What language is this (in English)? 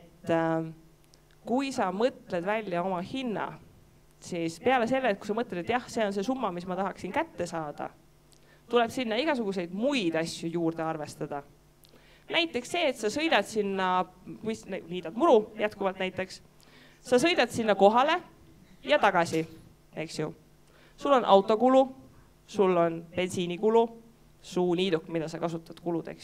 Estonian